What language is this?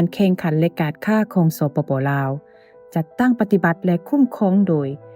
Lao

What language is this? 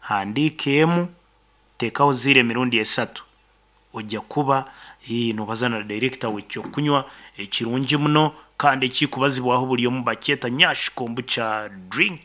Nyankole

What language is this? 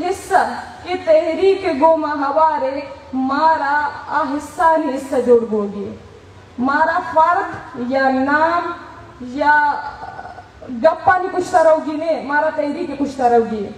Baluchi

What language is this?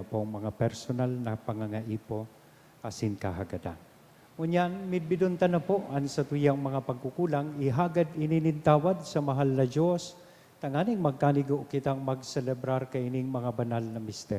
Bikol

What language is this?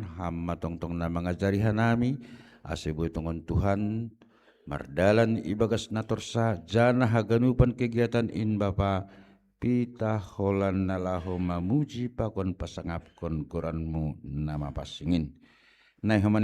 Batak Simalungun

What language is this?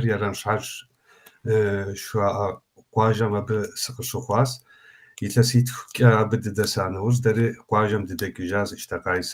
Kabardian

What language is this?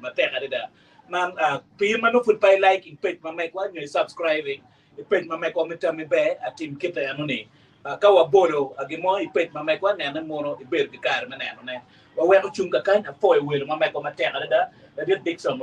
Acoli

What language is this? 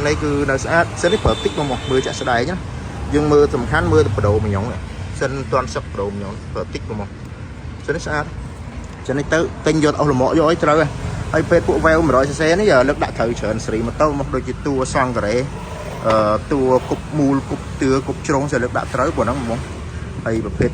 Khmer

